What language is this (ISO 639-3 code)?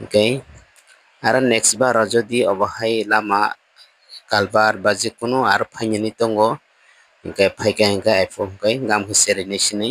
trp